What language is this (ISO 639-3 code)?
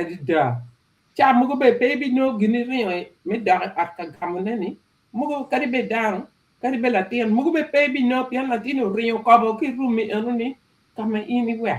ach